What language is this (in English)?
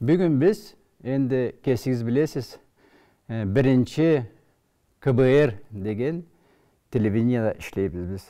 Karachay-Balkar